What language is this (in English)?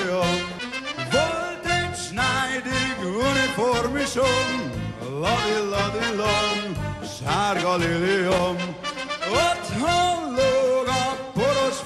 Hungarian